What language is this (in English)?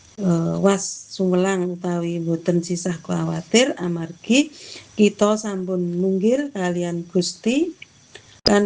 Javanese